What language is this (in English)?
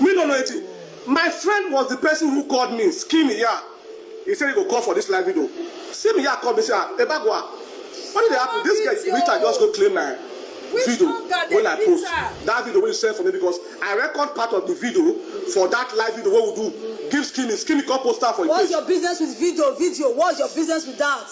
Nigerian Pidgin